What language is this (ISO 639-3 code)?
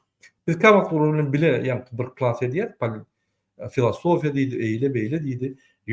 tuk